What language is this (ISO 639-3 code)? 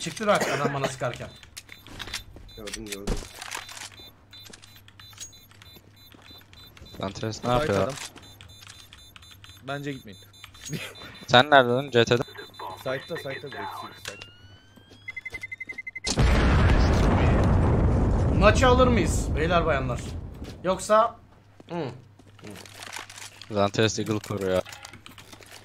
tur